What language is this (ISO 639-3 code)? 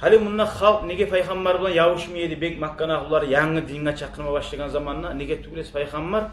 kum